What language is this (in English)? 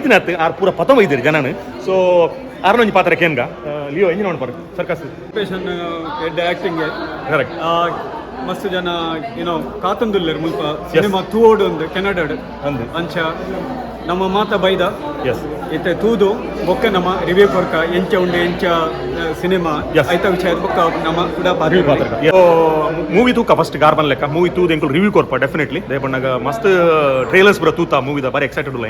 Tulu